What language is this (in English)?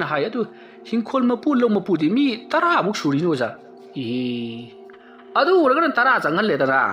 Manipuri